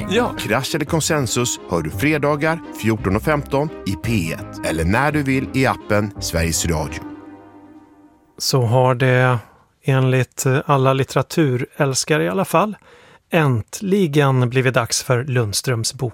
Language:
Swedish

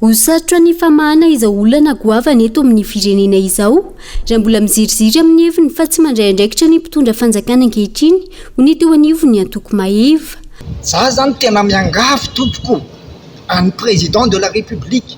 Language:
Malagasy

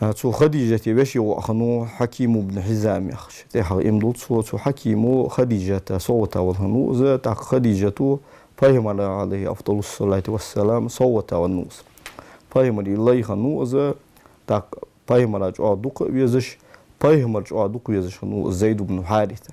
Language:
Ingush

